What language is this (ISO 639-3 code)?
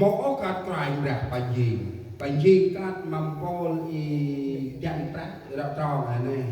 cmo